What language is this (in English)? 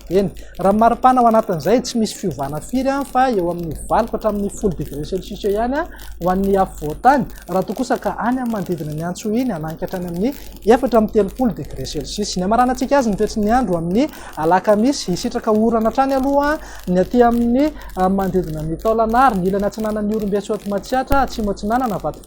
Malagasy